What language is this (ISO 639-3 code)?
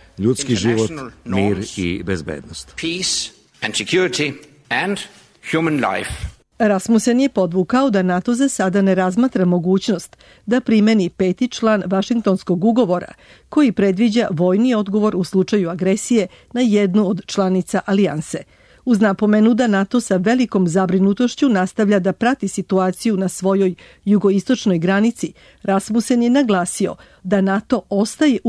srp